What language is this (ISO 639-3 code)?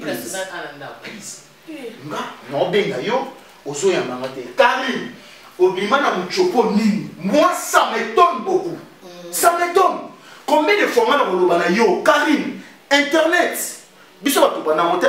lin